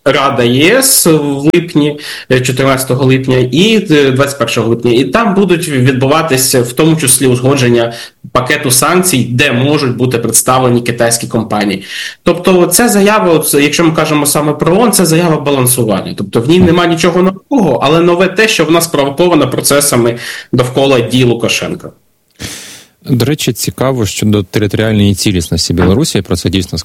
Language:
Ukrainian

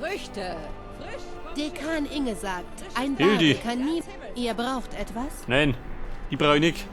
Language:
Bavarian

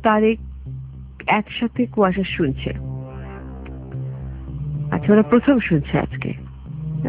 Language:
Bangla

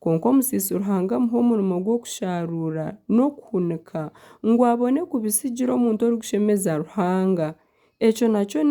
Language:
Nyankole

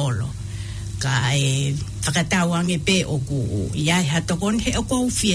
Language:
Tongan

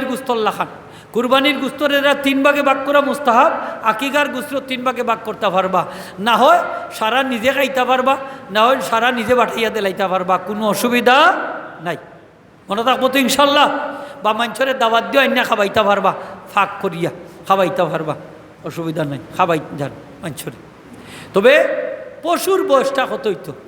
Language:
Sylheti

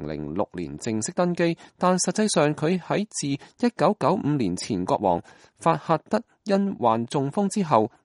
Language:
Cantonese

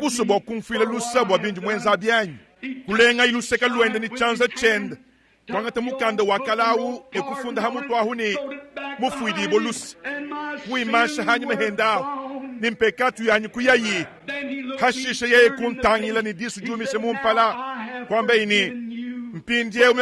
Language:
Luba-Lulua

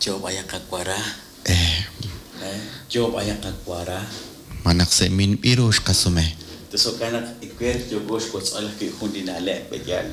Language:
Kekchí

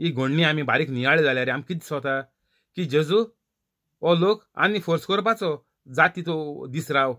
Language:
Konkani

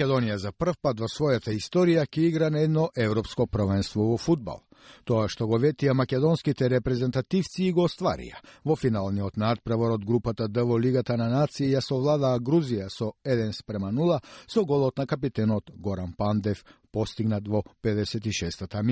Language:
Macedonian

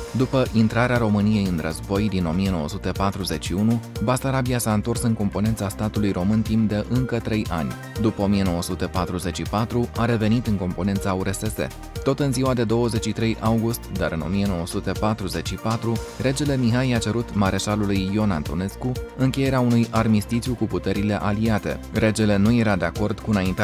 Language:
Romanian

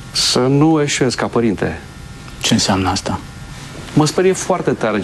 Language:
Romanian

